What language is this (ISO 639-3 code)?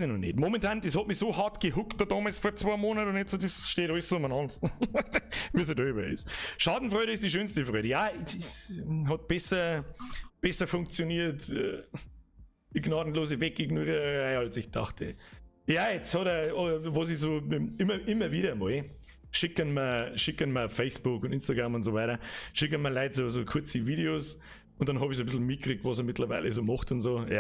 bar